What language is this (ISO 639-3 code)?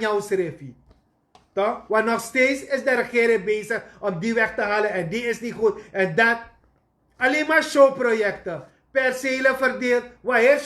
srn